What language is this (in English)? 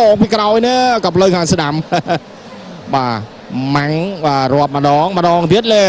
Khmer